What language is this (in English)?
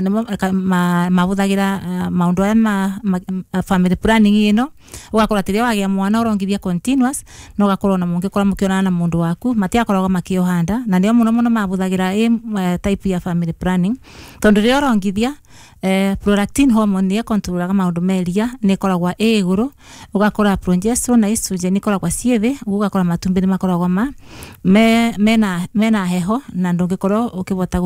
Kikuyu